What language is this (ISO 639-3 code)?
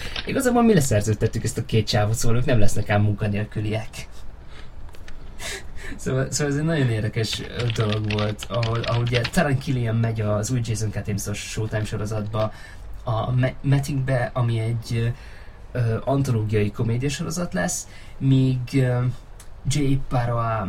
hun